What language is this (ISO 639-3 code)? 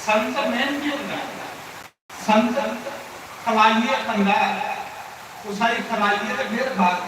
doi